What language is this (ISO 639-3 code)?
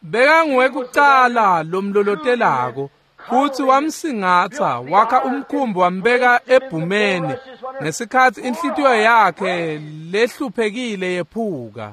ssw